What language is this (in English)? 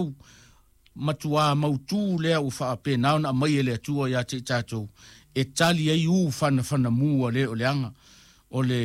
Samoan